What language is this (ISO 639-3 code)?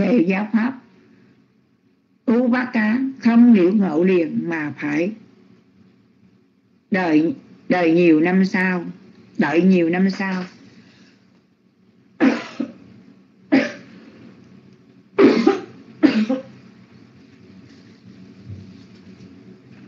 vie